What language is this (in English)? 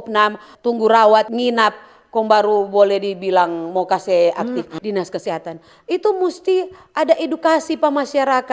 Manado Malay